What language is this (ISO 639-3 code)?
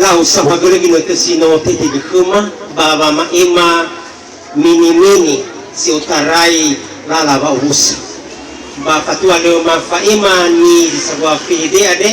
nia